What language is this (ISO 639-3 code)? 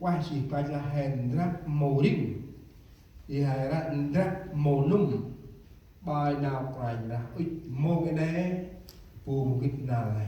cmo